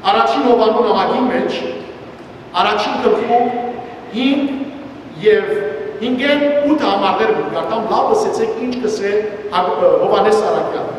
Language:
Western Armenian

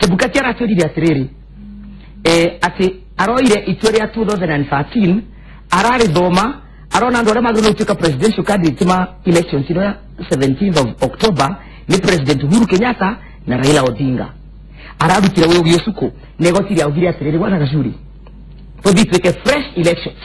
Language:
Kikuyu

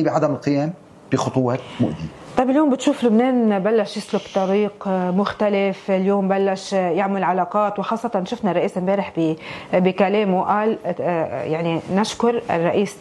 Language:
North Levantine Arabic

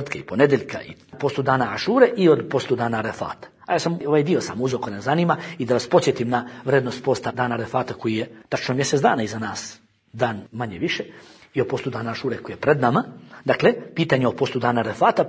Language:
Bosnian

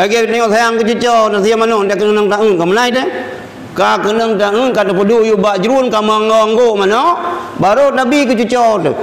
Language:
Achinese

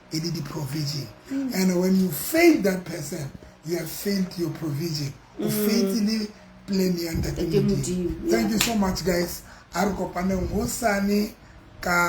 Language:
Southern Sotho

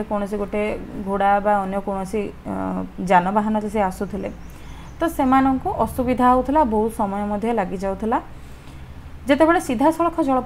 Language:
Odia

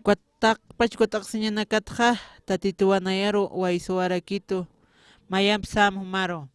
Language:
Aymara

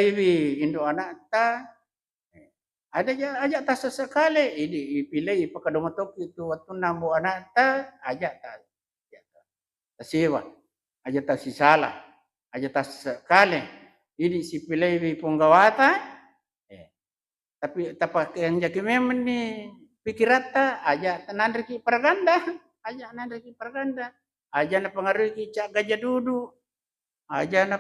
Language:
Buginese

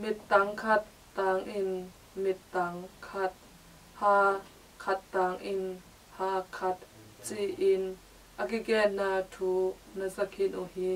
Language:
Tedim Chin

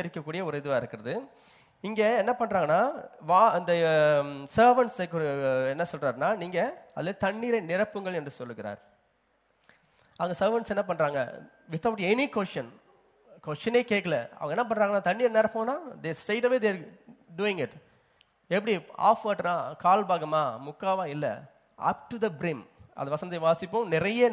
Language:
Tamil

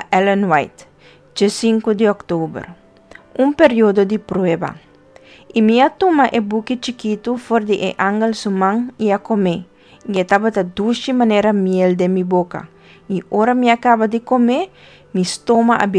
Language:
Papiamento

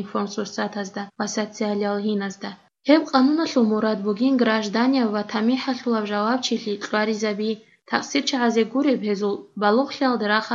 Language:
Avaric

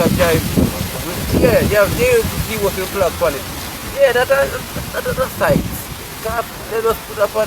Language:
Jamaican Creole English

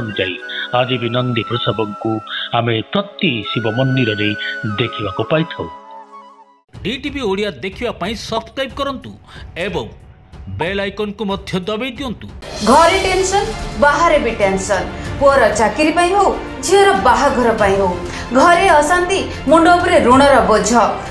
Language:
Odia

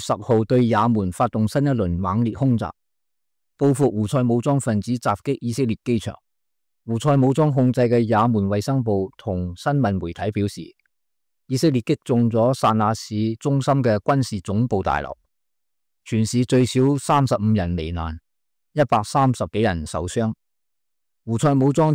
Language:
Cantonese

